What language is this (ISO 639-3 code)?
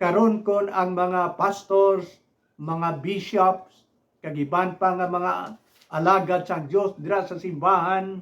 hil